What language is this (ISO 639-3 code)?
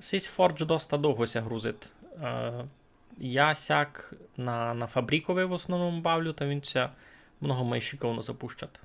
rue